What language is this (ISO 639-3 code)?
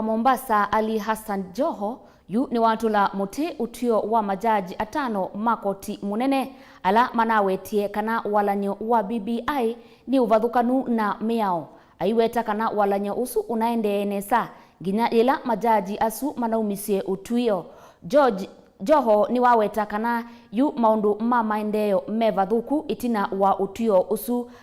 kam